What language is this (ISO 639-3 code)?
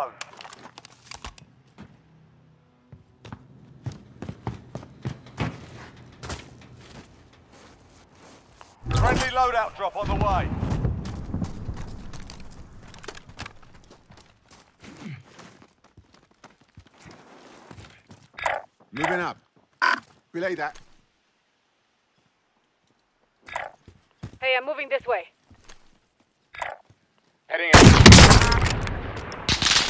eng